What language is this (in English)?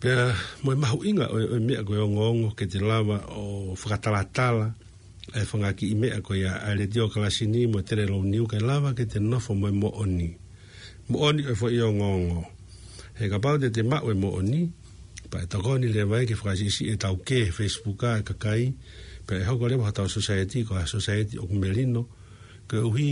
Tongan